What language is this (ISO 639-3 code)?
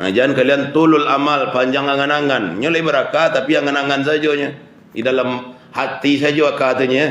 min